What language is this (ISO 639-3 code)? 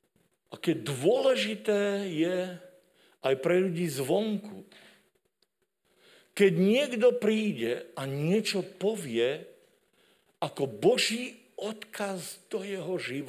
slk